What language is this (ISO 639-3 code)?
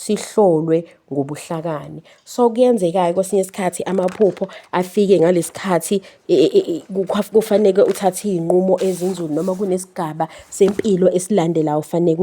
zul